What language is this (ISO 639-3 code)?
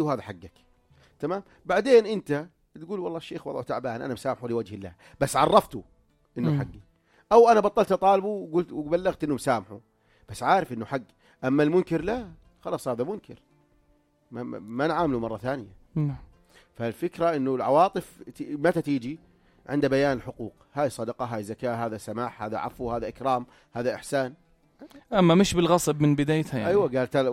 apc